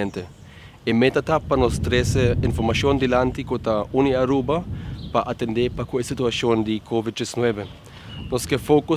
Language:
Papiamento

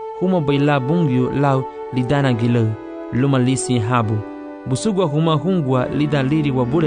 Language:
Garifuna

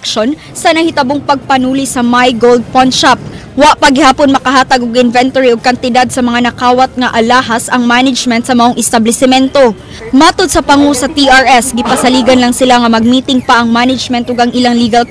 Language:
Cebuano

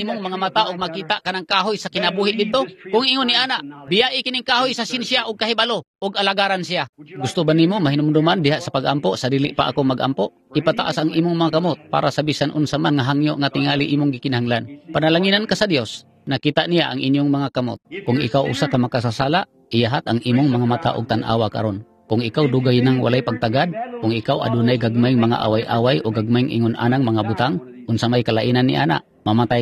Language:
Cebuano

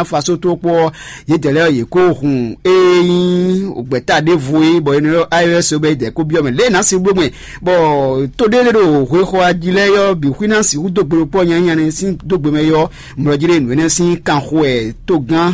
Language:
Fon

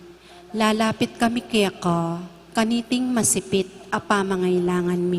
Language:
Pampanga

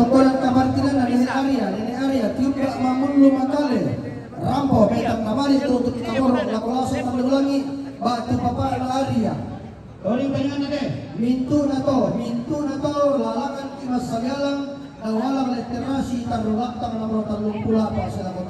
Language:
Toraja-Sa'dan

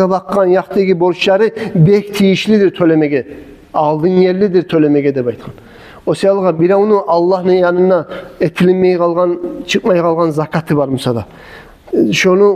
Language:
Kumyk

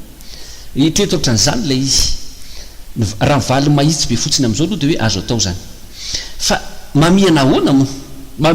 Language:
Malagasy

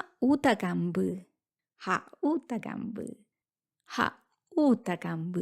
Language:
Guarani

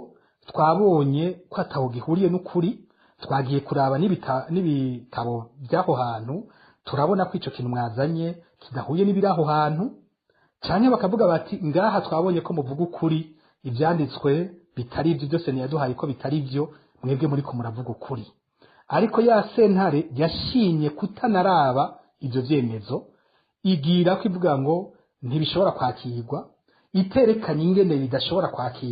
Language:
Rundi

